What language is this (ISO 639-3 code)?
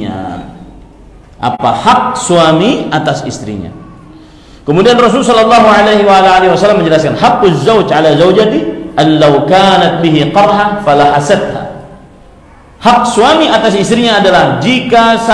ind